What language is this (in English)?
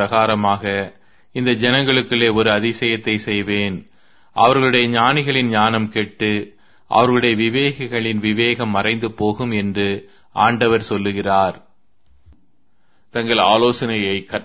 Tamil